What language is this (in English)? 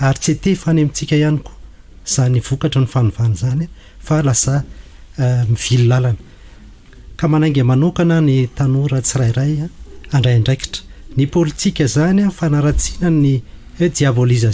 Malagasy